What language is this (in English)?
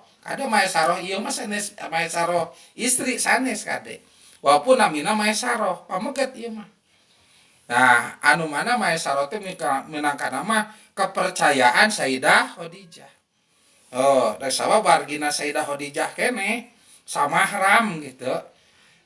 Sundanese